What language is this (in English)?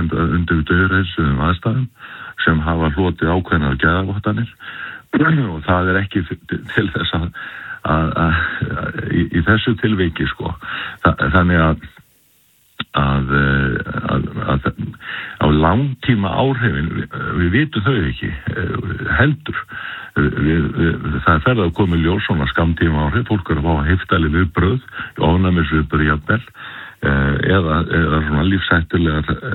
Icelandic